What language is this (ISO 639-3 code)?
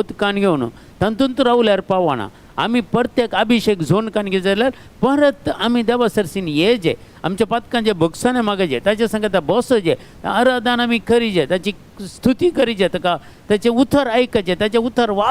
kok